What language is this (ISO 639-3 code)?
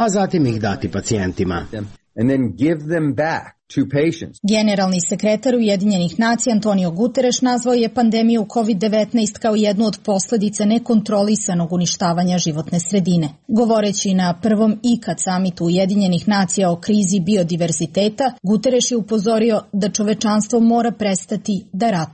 srp